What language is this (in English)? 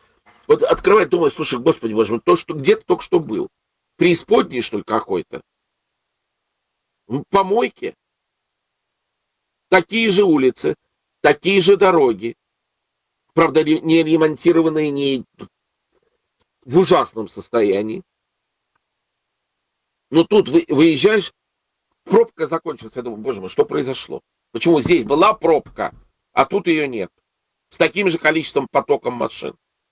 Russian